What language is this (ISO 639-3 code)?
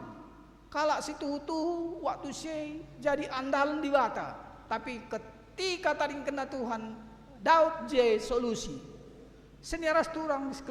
btx